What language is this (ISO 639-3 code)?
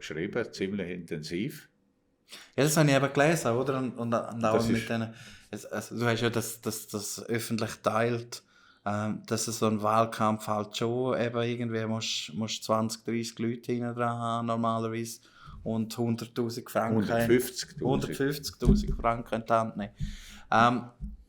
gsw